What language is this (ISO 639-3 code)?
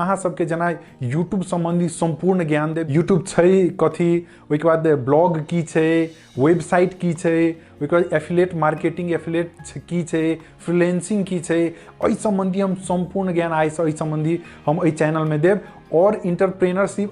mai